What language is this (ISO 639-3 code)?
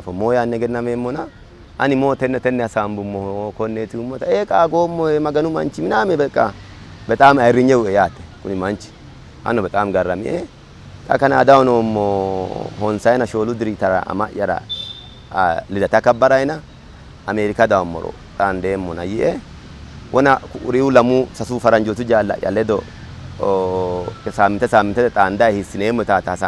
sid